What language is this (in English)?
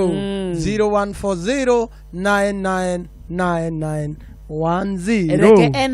Kikuyu